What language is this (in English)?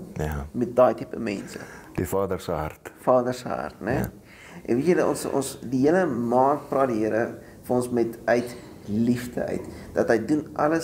Afrikaans